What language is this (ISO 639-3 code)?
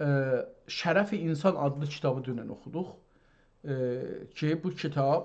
azb